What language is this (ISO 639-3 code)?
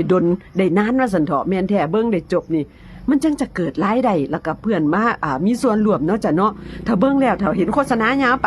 tts